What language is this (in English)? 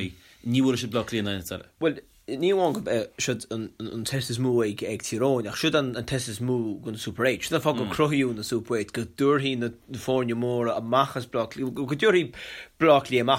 Irish